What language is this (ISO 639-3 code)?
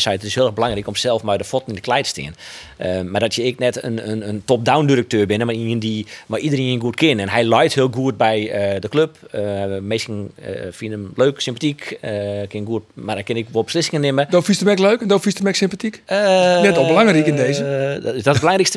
fry